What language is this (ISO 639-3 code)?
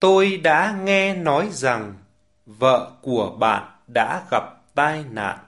vie